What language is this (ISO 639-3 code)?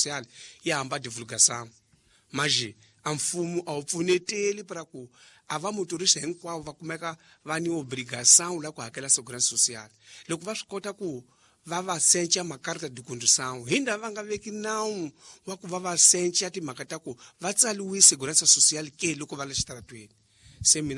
tso